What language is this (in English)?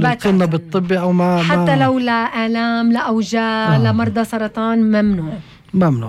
North Levantine Arabic